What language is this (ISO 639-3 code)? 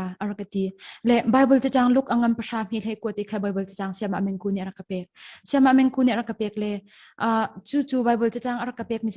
cnh